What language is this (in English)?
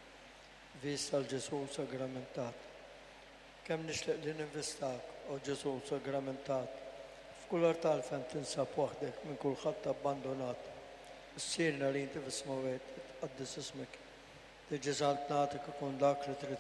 Maltese